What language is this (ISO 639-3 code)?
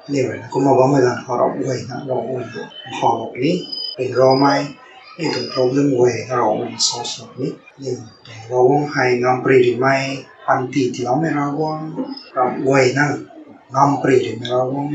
nbu